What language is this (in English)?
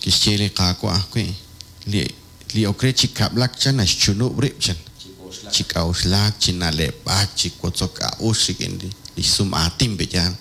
Kekchí